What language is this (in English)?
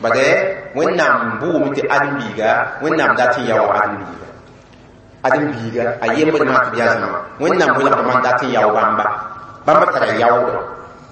Mossi